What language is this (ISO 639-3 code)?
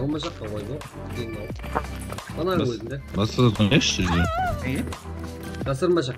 kaa